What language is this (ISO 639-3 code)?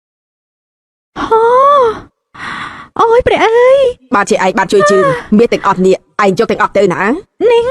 khm